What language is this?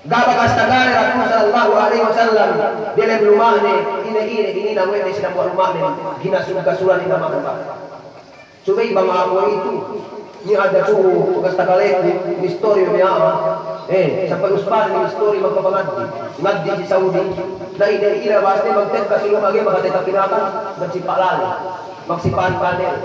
Yakan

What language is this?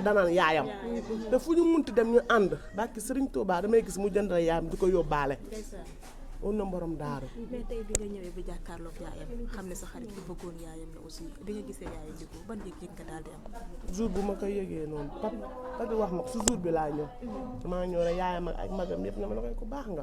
Wolof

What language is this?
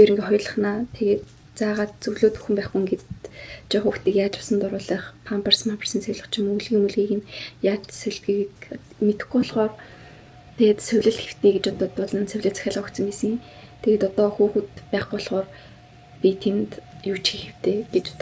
Mongolian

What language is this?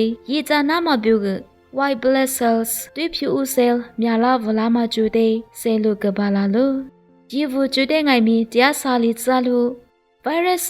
Lisu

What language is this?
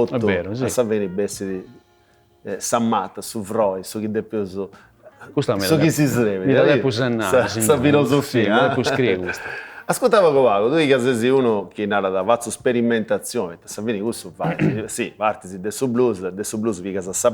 Sardinian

